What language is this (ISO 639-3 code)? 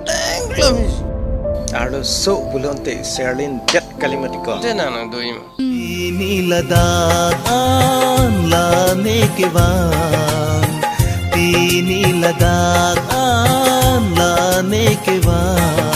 mjw